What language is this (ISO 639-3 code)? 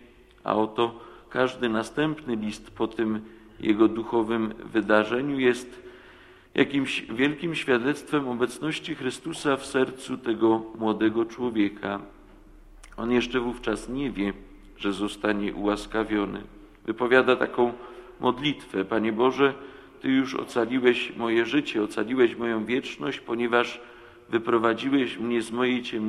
pol